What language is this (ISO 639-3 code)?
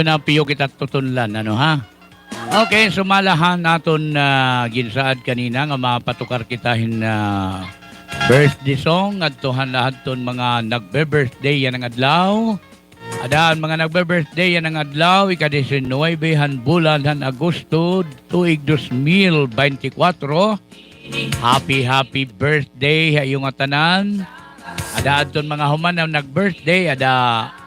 war